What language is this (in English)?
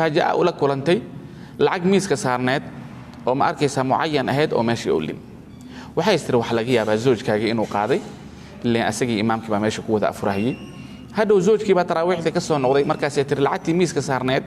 Somali